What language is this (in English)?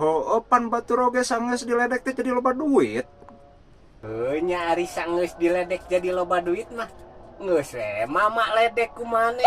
Sundanese